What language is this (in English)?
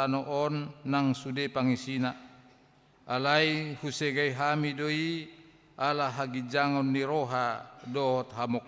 Batak Toba